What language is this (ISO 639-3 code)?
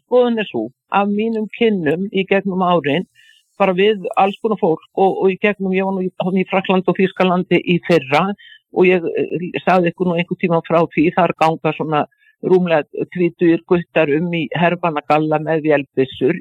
isl